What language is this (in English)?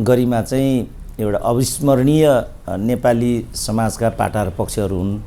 Nepali